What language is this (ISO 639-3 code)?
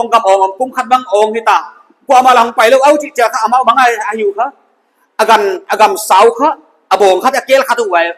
pck